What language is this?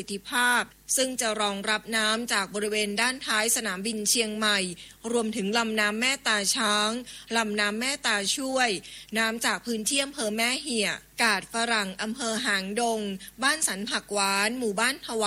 Thai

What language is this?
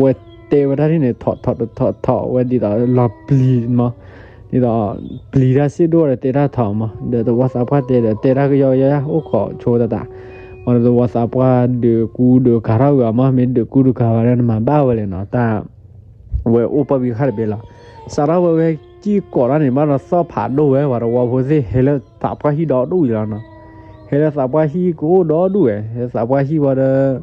S'gaw Karen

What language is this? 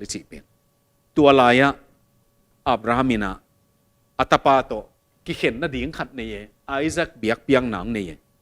Tedim Chin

